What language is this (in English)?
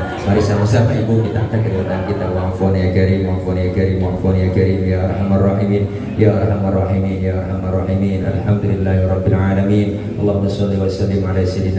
Betawi